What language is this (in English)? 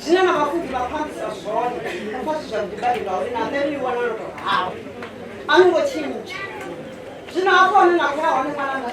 Venda